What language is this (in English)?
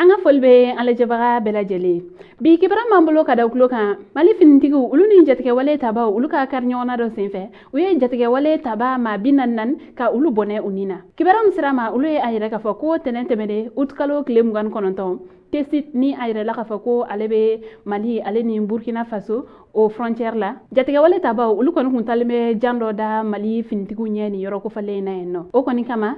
Bambara